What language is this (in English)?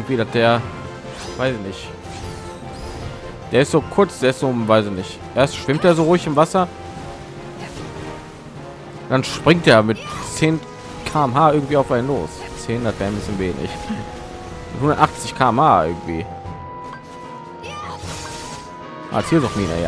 German